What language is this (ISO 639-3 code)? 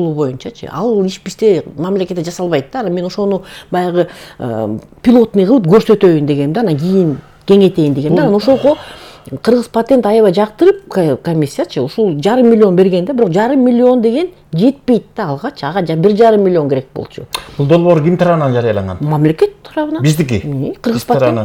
kir